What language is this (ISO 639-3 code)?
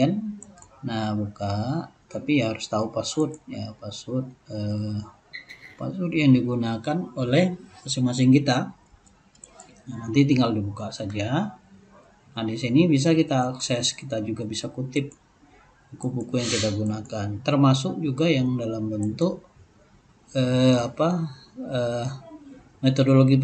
ind